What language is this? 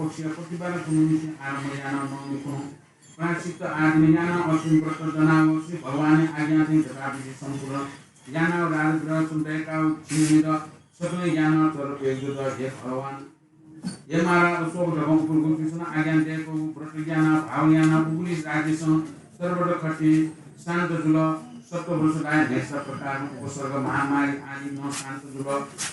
Newari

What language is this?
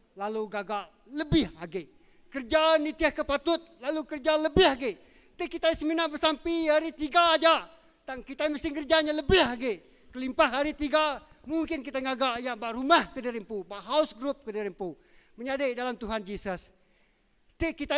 Iban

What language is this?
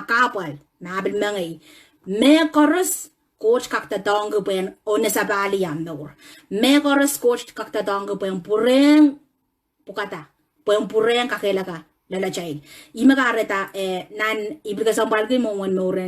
Pohnpeian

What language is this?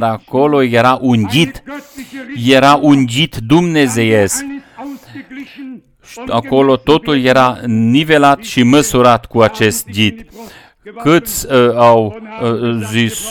Romanian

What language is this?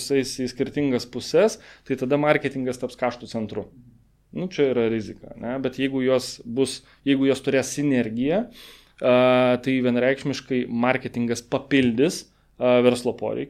Lithuanian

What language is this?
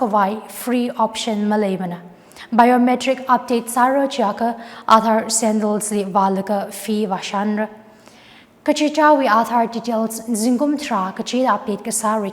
Tangkhul Naga (India)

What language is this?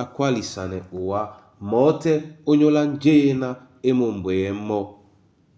Duala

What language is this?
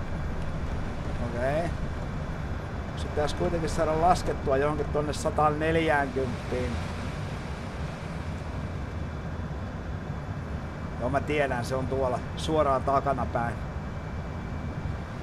Finnish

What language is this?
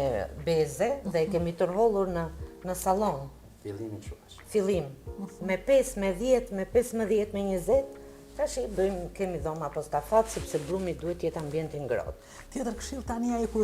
Albanian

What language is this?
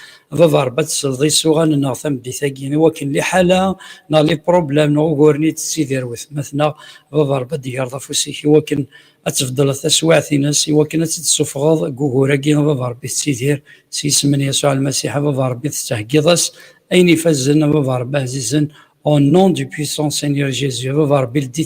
Kabyle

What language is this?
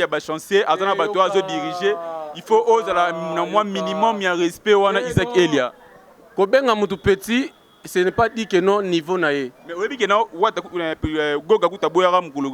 Lingala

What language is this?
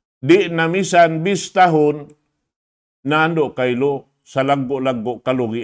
Tausug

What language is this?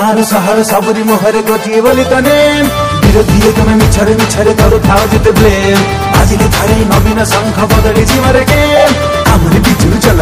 Odia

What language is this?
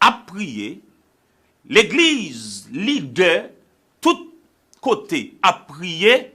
Haitian Creole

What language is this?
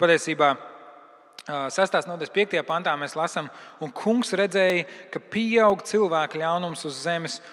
Latvian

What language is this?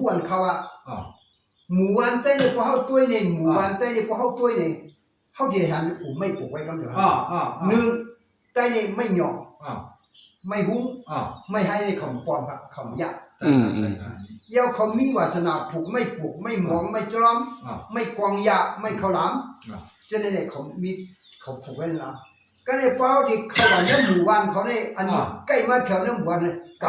Shan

